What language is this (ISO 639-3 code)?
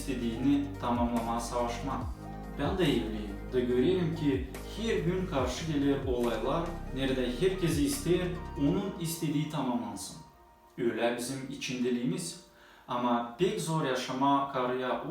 gag